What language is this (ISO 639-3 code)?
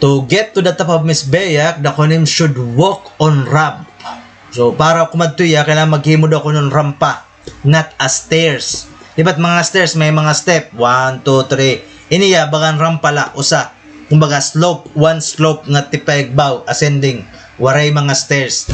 war